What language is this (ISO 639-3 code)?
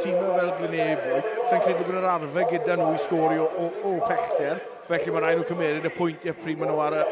cym